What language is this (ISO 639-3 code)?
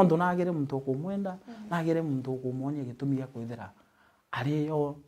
mer